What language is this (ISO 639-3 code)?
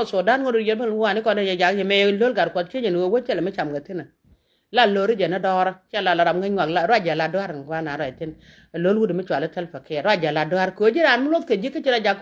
nus